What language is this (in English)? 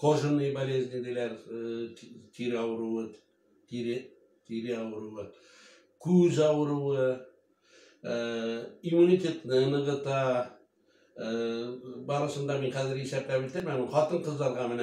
Tatar